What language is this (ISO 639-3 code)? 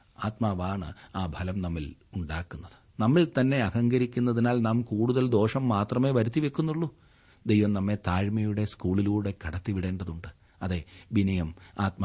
mal